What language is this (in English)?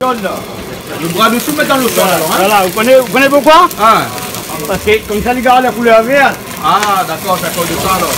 Réunion Creole French